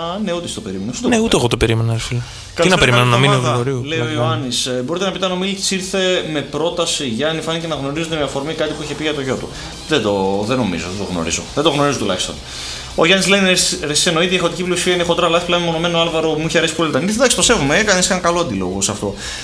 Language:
Greek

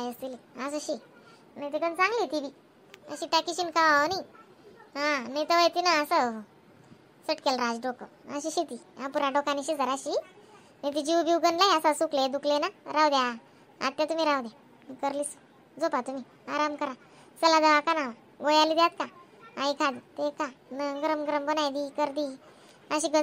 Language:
Khandesi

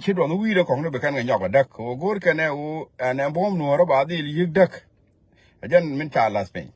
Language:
Nuer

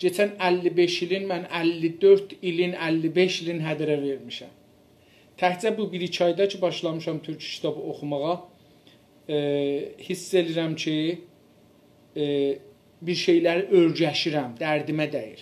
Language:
South Azerbaijani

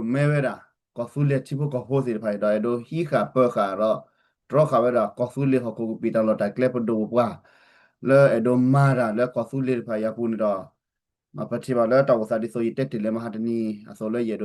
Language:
S'gaw Karen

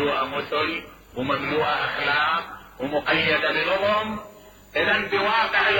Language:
Mesopotamian Arabic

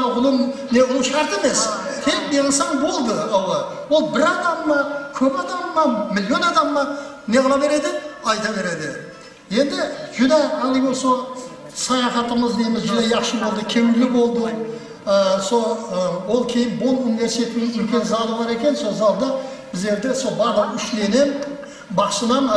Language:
Kara-Kalpak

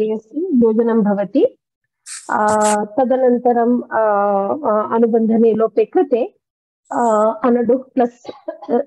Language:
Sanskrit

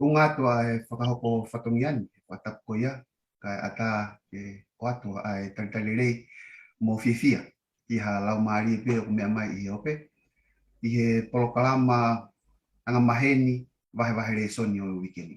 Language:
Tongan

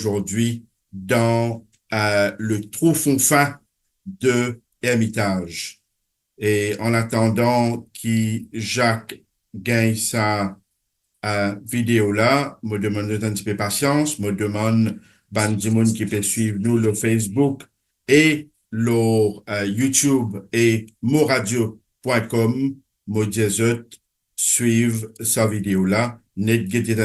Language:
Morisyen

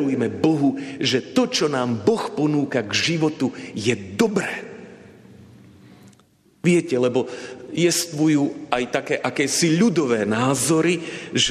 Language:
Slovak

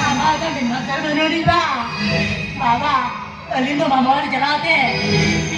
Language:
Santali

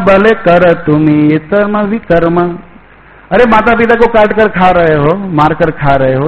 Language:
Hindi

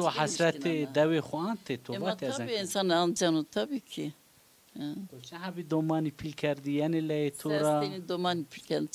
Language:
Zaza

